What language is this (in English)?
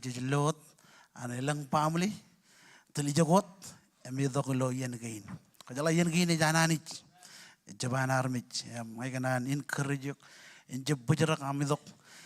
Marshallese